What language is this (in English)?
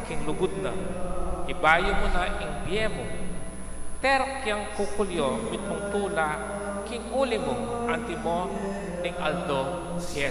Pampanga